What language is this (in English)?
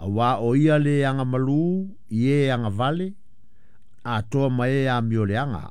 Samoan